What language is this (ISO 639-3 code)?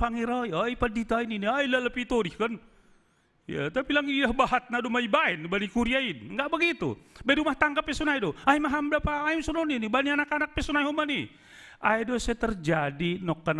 bts